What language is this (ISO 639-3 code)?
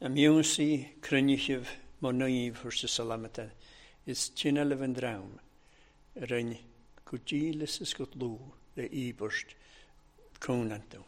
cym